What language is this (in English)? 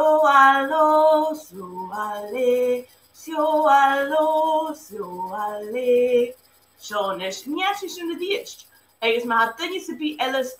Scottish Gaelic